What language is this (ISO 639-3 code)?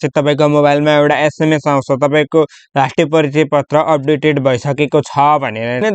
nep